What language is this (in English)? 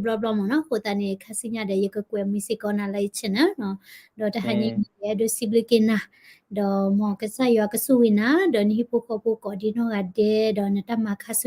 S'gaw Karen